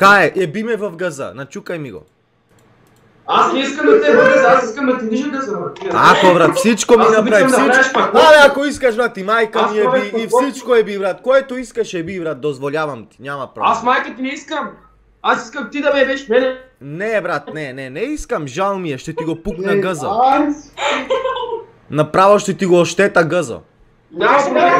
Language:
Bulgarian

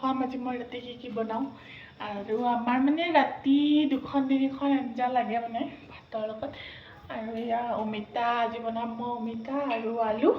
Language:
Assamese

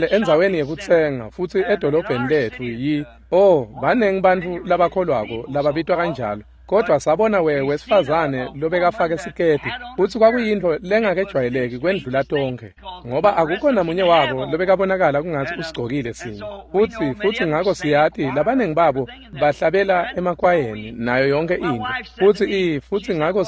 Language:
Swati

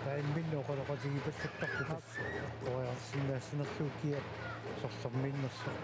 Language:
Kalaallisut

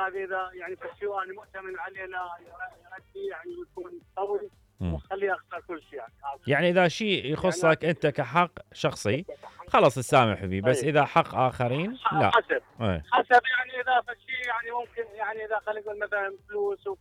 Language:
Mesopotamian Arabic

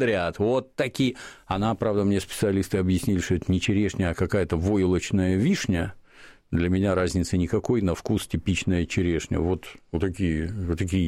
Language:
Russian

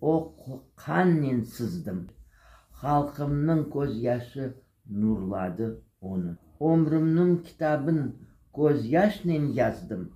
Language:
Crimean Tatar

